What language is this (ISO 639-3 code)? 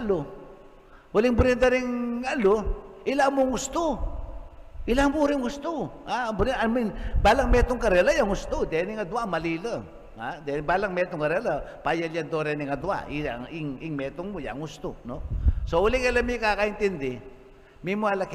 pam